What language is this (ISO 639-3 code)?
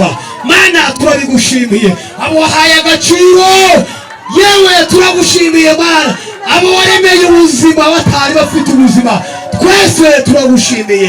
kin